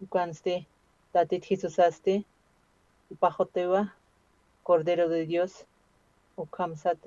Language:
Aymara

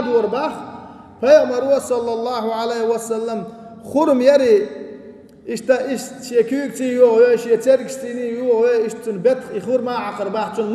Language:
Chechen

